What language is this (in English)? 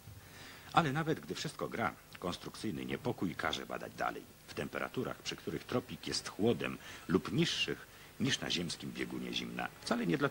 Polish